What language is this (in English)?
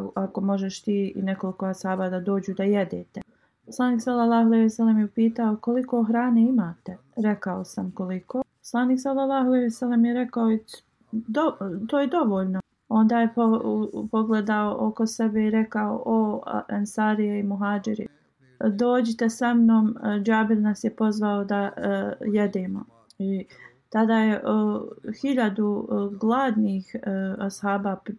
Bosnian